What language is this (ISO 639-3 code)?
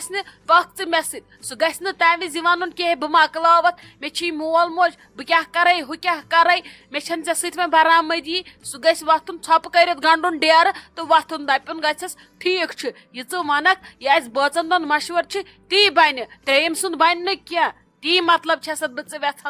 kas